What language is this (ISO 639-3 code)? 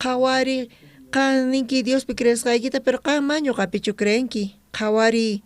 quh